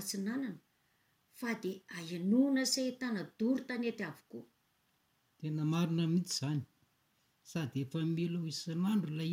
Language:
Malagasy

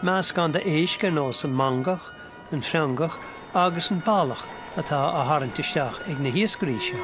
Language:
Irish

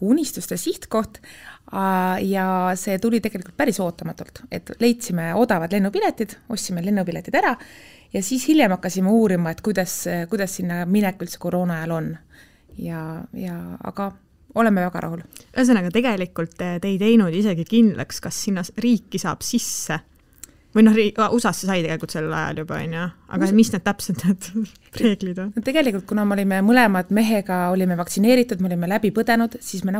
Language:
Estonian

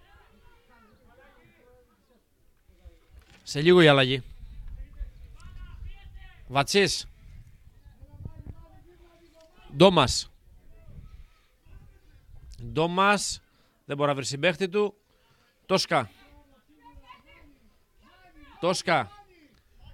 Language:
Greek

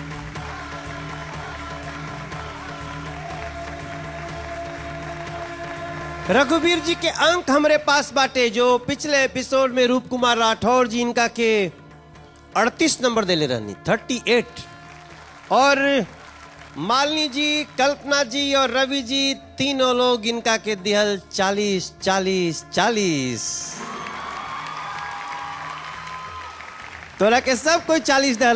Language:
Bhojpuri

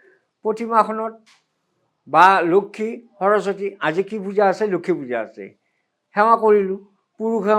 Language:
Assamese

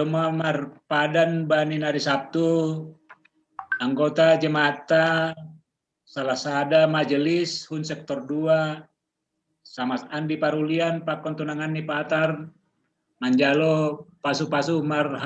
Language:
Batak Simalungun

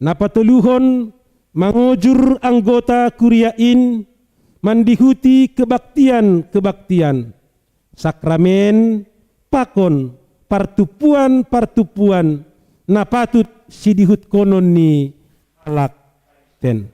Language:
Batak Simalungun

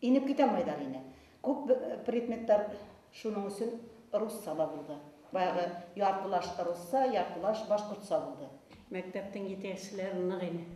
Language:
Bashkir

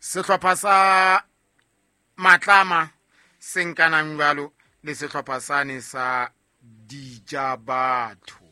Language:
Southern Sotho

